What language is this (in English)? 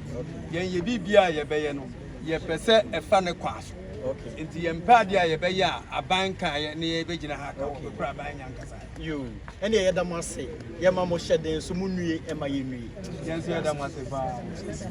Akan